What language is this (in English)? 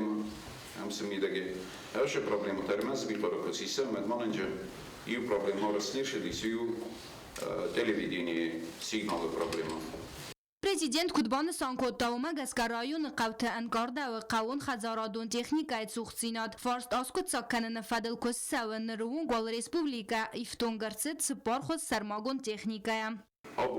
Ossetic